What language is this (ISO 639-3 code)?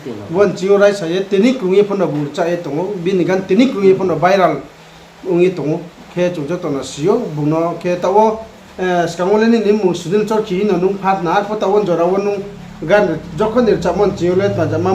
ria